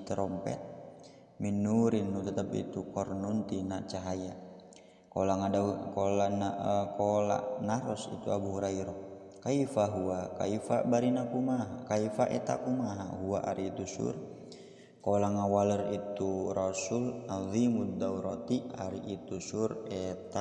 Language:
Sundanese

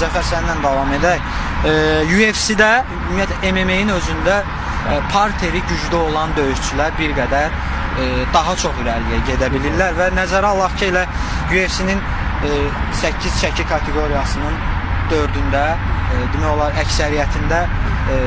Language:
Azerbaijani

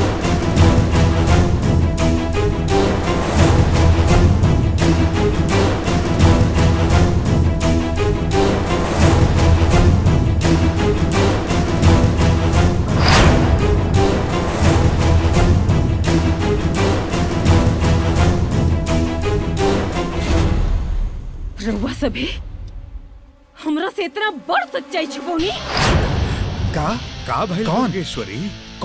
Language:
Bhojpuri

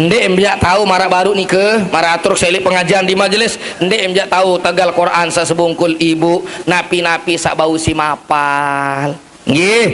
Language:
Sasak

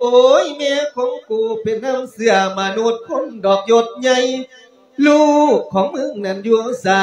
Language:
Lao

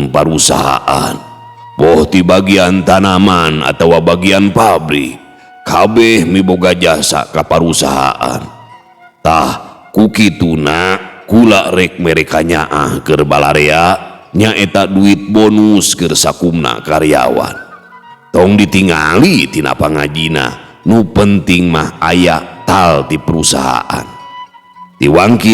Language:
Sundanese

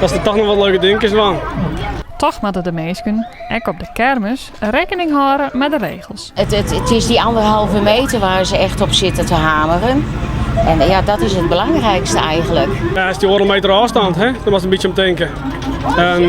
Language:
Western Frisian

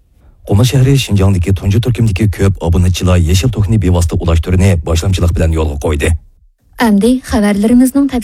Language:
Uyghur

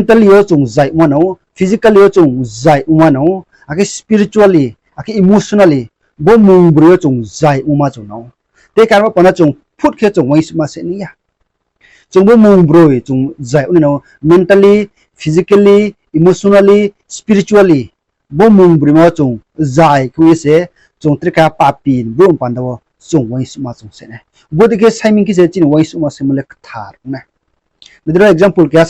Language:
Riang (India)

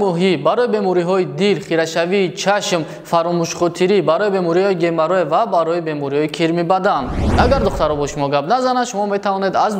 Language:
Tajik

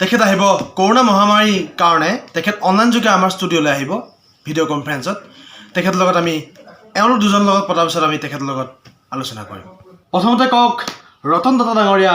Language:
Assamese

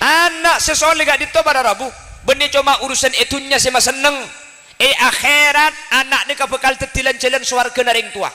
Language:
Madurese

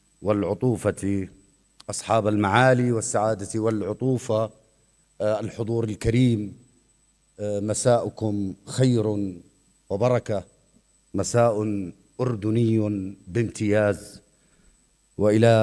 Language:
North Levantine Arabic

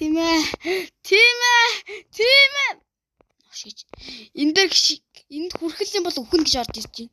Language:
Mongolian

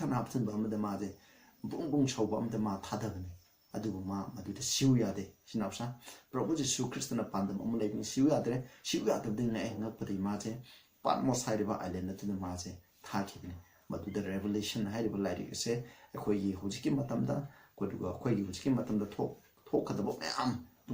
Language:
Manipuri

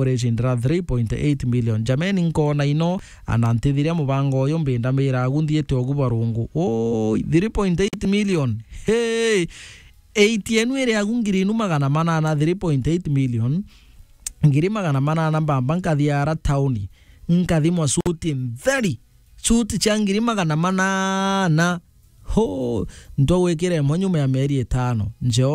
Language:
Meru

